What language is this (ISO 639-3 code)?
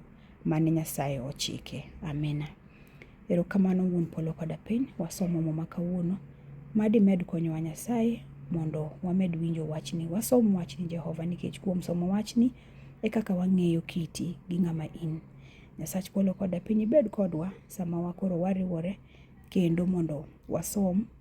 luo